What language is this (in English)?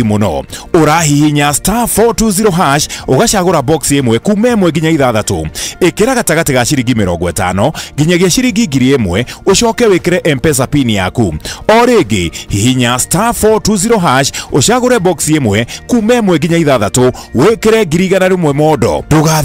Kikuyu